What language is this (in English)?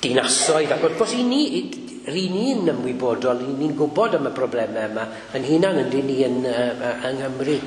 Welsh